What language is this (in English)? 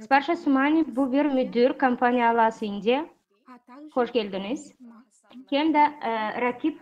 Gagauz